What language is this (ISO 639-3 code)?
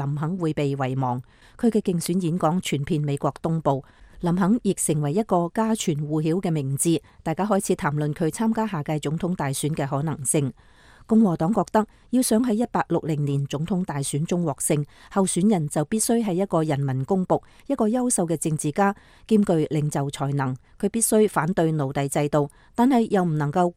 yue